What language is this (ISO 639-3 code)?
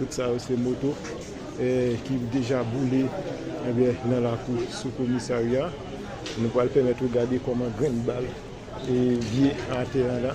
hat